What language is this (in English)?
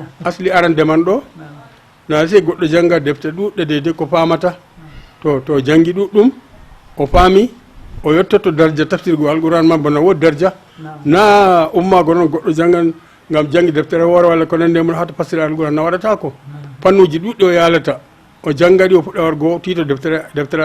Fula